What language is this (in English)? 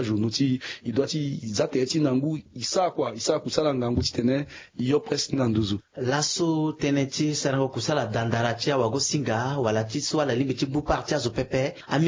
Sango